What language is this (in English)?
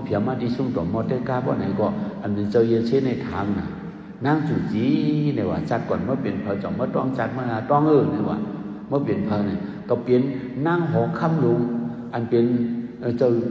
Shan